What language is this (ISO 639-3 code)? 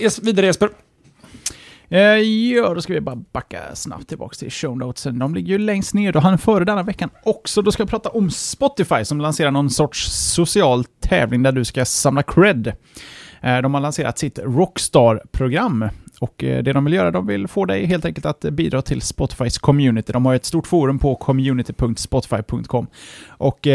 swe